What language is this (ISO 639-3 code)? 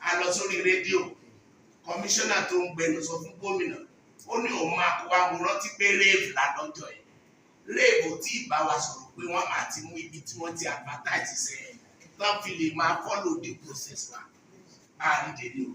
yor